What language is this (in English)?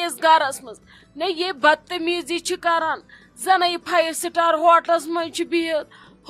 Kashmiri